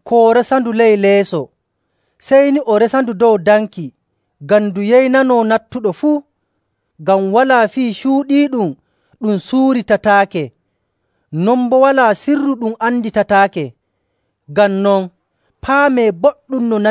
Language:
Nigerian Fulfulde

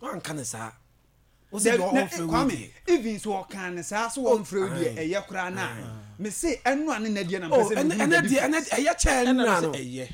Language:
Akan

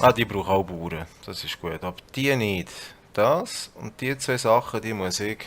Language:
Swiss German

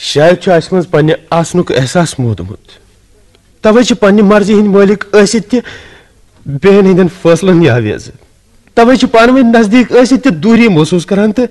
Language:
Kashmiri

